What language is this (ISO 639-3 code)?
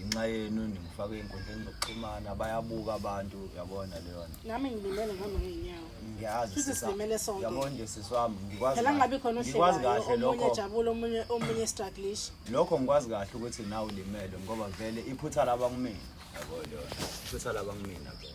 zul